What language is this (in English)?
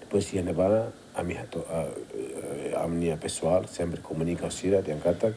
Tetum